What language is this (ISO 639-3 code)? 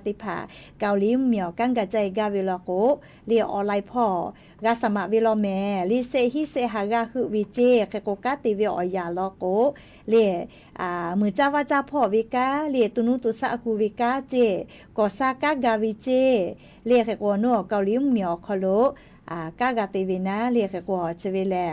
lhu